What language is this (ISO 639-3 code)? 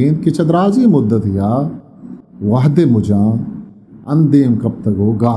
bgp